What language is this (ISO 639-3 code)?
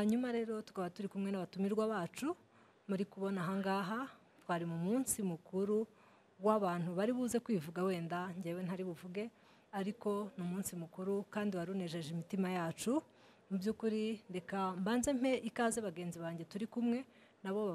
kin